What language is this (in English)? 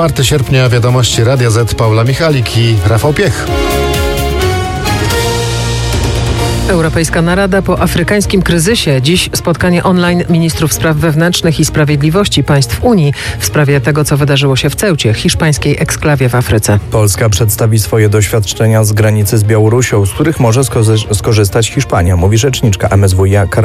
Polish